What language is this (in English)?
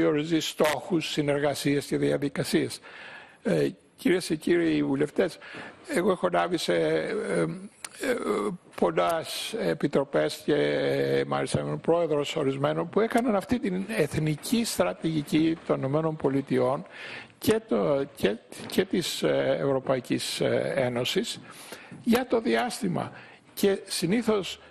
Greek